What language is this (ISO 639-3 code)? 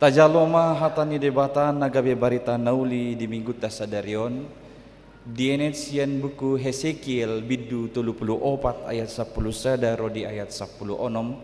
bbc